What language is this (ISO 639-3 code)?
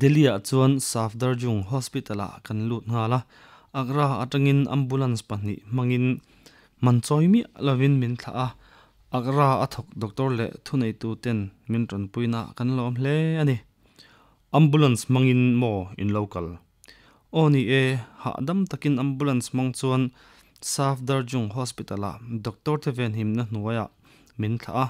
lus